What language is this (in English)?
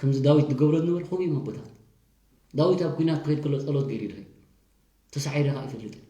Tigrinya